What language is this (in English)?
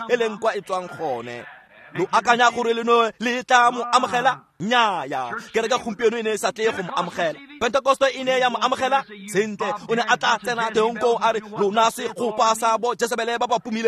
Tswana